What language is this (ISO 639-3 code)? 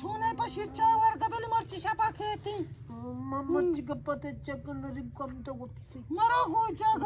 bgp